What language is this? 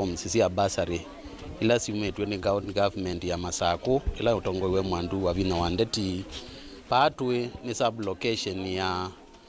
Kamba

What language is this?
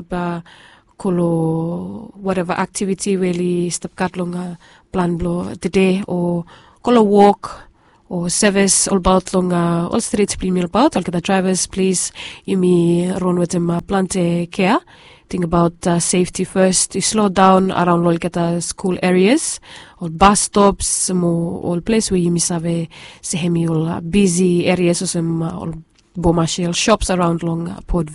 Bislama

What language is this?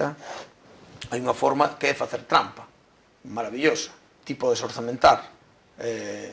Galician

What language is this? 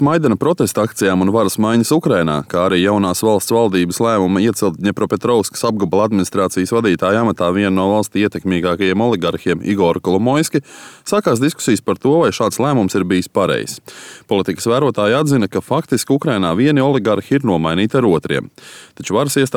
Latvian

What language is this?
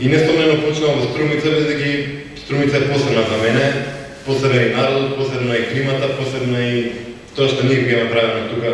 Macedonian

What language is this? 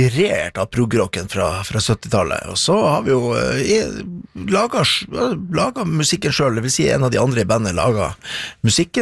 Norwegian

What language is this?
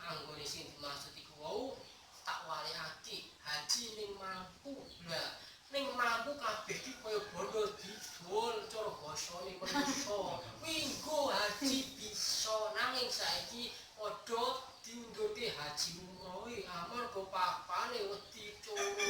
Javanese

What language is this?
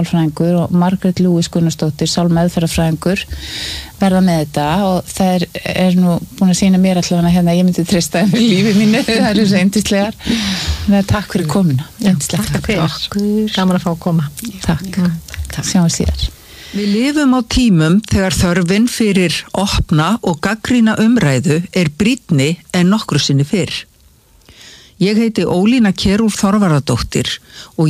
Icelandic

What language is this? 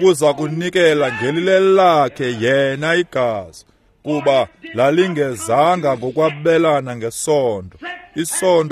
Xhosa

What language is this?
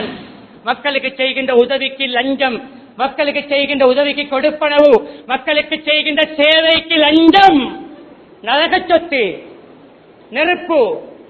Tamil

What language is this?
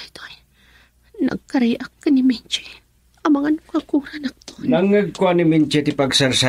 Iloko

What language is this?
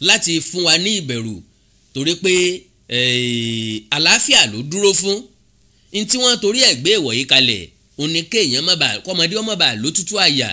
Yoruba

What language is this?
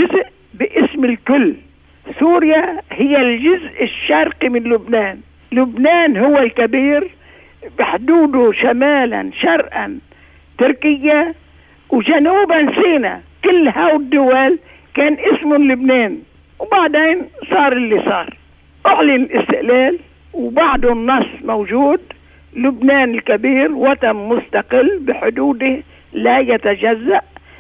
North Levantine Arabic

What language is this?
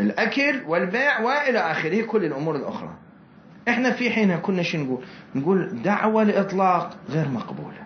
Mesopotamian Arabic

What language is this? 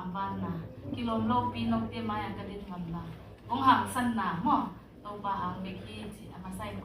Tedim Chin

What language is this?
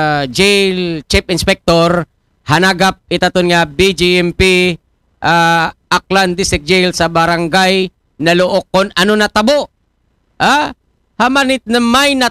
Aklanon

